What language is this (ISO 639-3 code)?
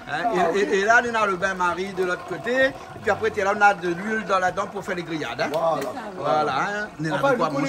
rcf